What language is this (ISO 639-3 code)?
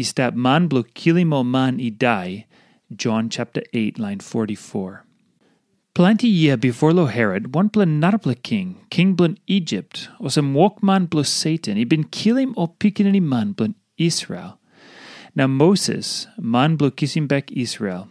tpi